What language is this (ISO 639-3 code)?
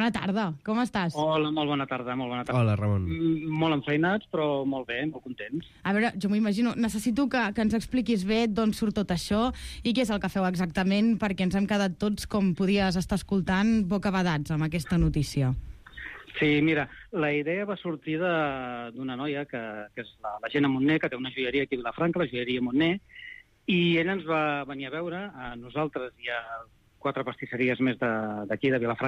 cat